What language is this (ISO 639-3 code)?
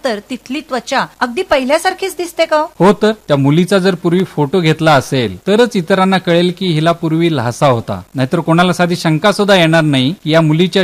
mar